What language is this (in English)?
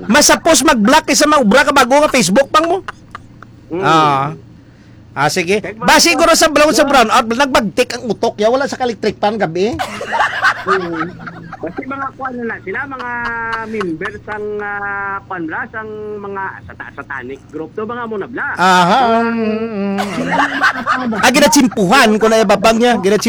Hiligaynon